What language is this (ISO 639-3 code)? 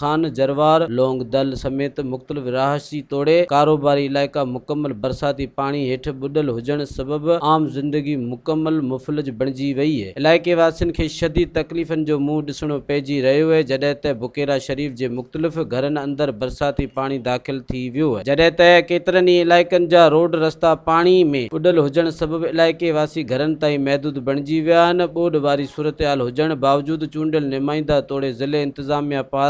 snd